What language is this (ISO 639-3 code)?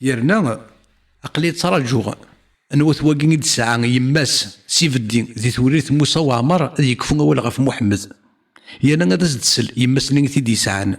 kab